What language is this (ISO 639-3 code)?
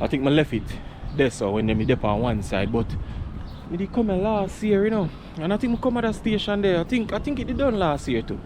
jam